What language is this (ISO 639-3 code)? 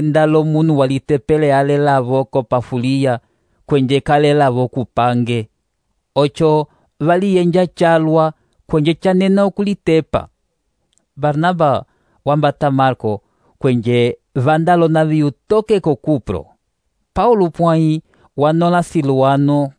umb